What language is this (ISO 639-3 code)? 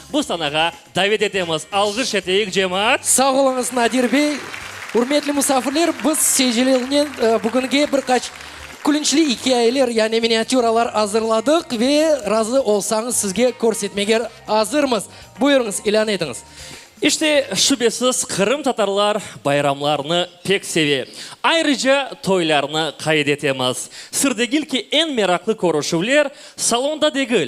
crh